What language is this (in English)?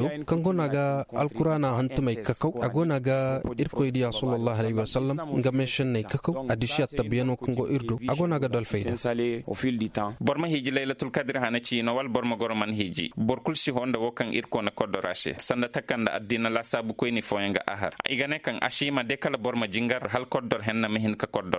Zarma